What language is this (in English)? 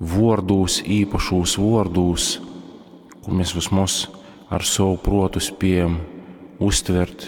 Latgalian